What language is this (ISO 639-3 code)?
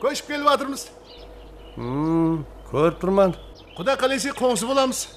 kaa